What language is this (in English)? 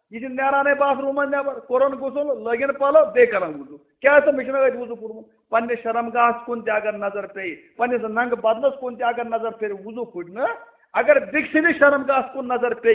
Kashmiri